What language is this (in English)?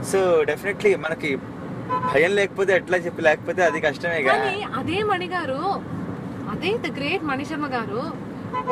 Telugu